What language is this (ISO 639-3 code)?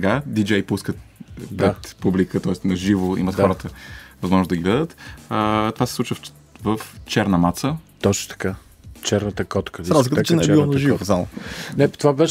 bul